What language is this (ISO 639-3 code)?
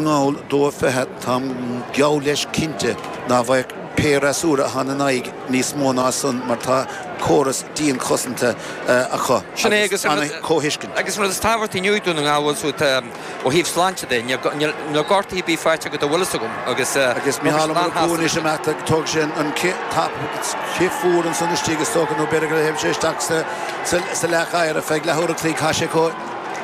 gle